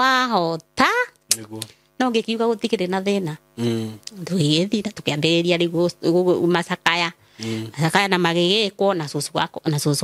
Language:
Kikuyu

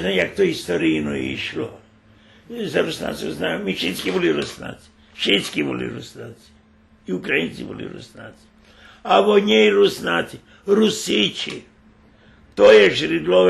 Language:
Rusyn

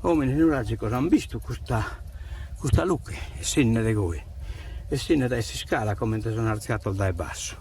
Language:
Sardinian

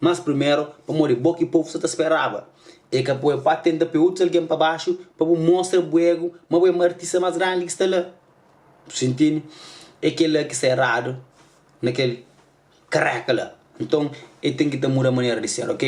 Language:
Kabuverdianu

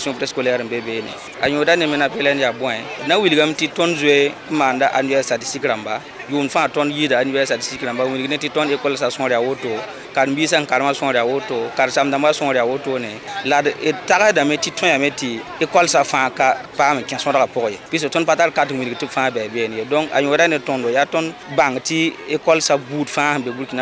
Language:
Mossi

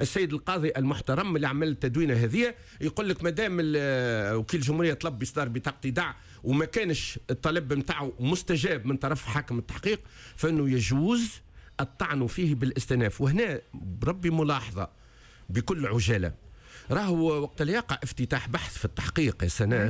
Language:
Tunisian Arabic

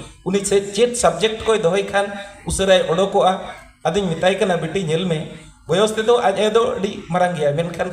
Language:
Santali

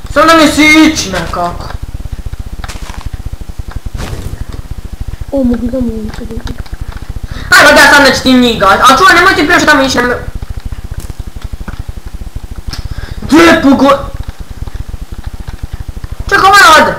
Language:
Bosnian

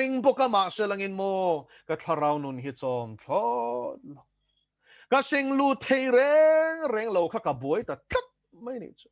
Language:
Mizo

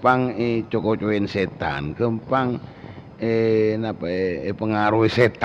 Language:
Madurese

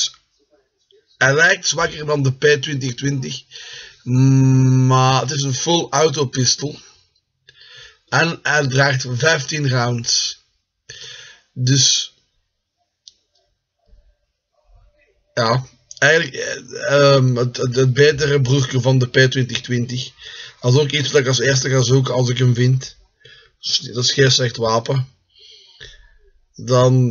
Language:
Dutch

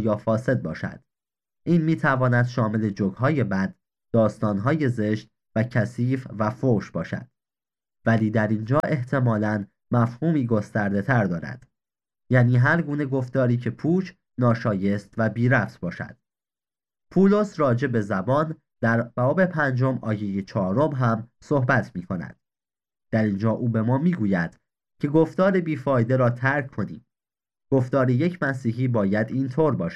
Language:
Persian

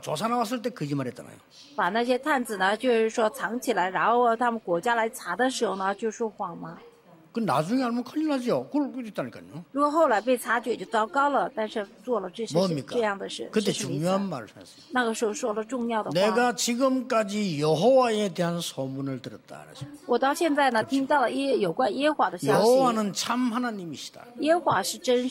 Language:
Korean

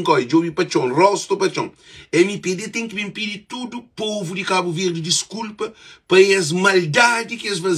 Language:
Kabuverdianu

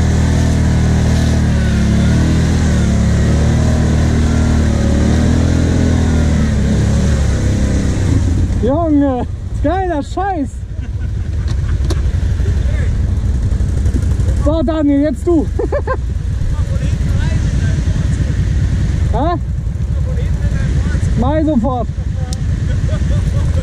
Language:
German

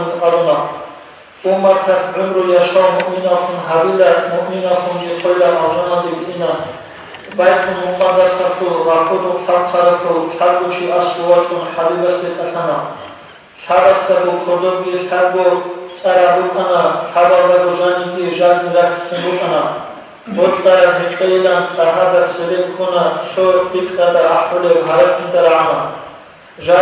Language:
Avaric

